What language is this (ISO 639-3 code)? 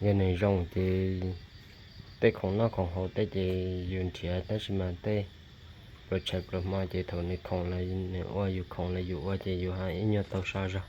hmn